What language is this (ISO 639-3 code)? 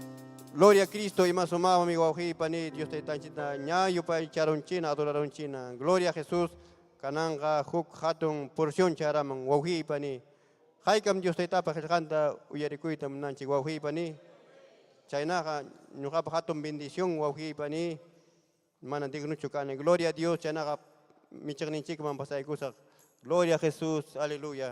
quy